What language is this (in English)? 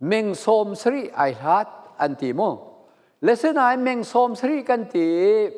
Falam Chin